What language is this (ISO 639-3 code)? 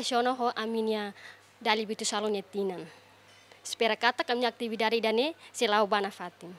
tet